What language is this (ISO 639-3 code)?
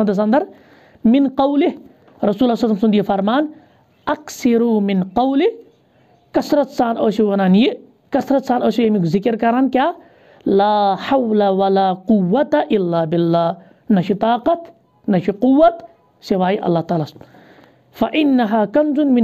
kas